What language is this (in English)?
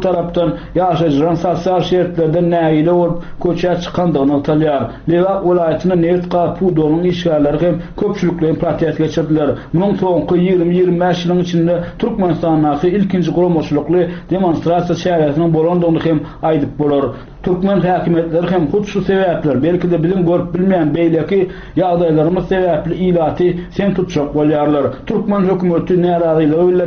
Turkmen